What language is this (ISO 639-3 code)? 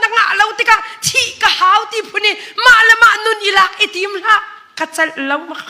cnh